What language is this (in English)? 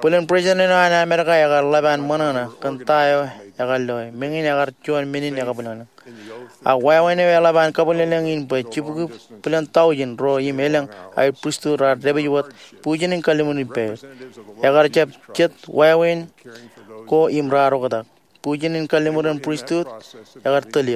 Marshallese